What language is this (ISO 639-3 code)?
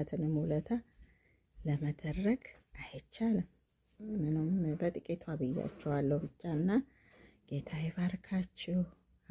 amh